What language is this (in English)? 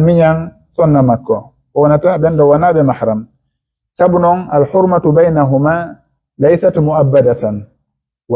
Fula